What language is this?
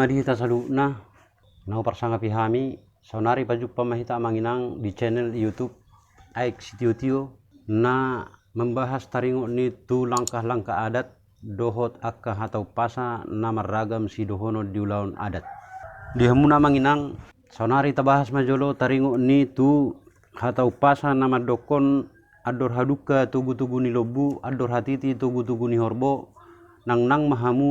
Batak Toba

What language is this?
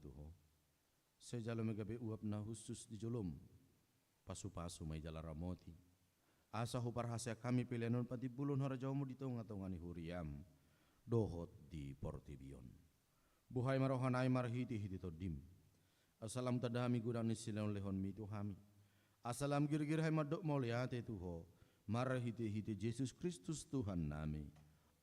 Batak Toba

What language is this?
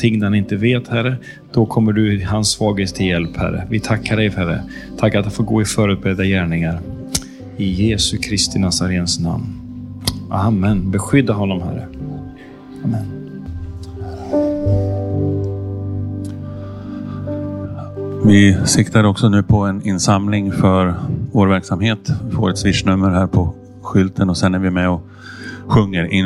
Swedish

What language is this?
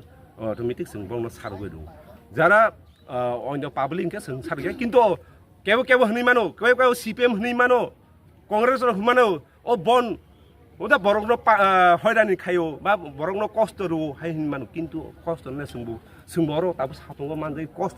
Kok Borok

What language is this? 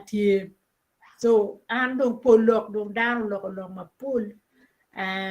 Acoli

